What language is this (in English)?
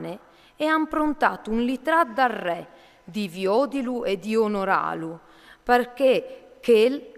Friulian